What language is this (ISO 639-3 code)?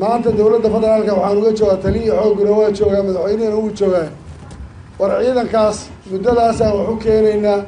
som